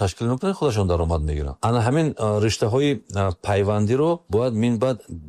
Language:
Tajik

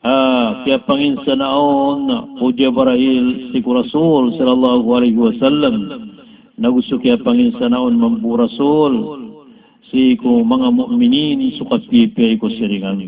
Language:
Maranao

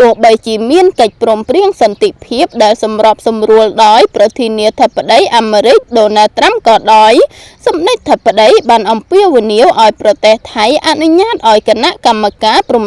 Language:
Khmer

